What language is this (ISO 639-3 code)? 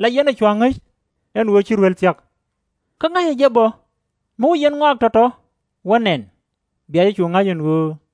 nus